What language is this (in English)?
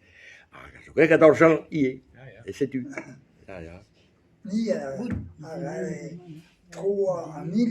Breton